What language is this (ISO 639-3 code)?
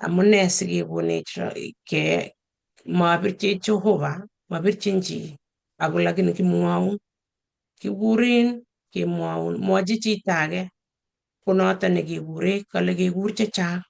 kln